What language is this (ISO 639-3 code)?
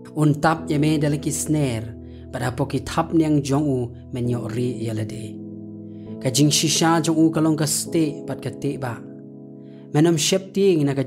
kha